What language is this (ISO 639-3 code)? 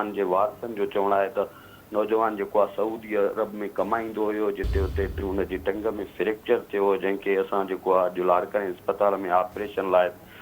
snd